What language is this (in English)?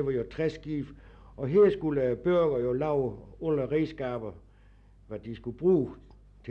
Danish